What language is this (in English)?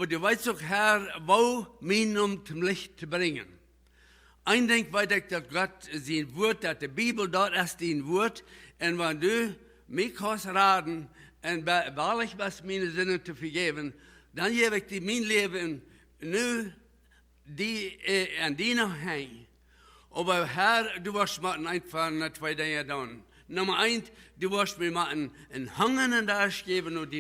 Plautdietsch